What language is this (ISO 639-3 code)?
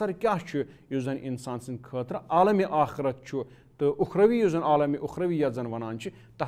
kas